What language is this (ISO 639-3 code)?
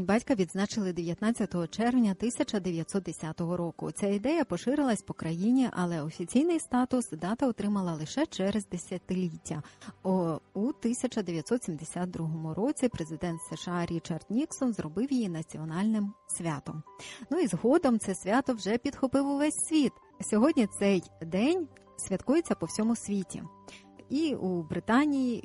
ukr